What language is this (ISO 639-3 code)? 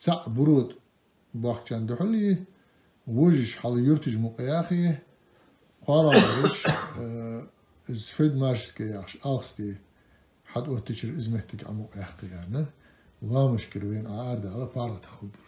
inh